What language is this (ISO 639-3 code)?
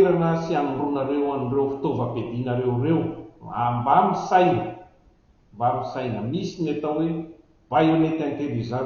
mlg